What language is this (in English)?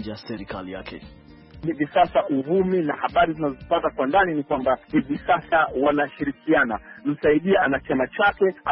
Swahili